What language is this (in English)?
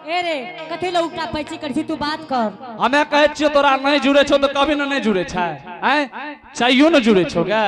Angika